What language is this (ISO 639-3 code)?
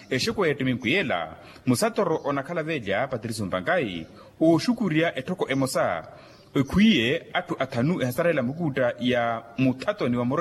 vmw